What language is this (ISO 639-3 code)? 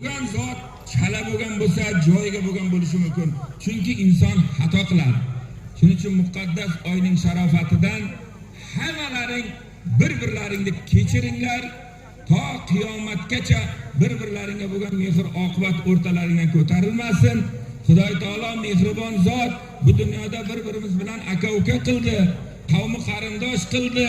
uzb